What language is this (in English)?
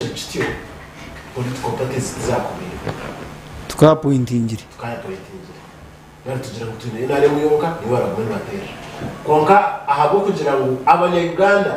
Nyankole